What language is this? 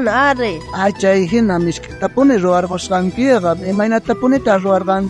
South Bolivian Quechua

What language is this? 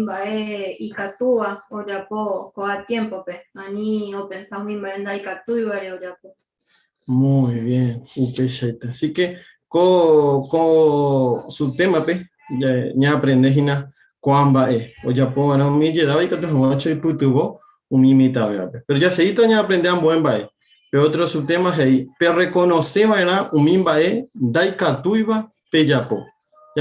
Guarani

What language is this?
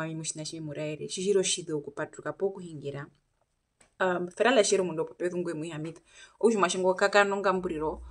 Herero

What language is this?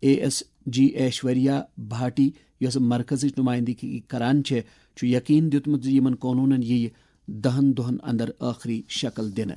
Kashmiri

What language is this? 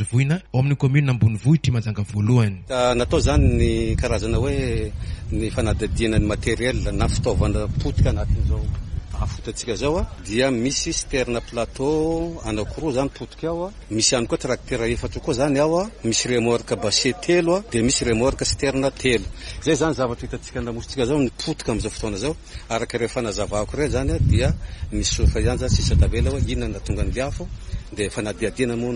Malagasy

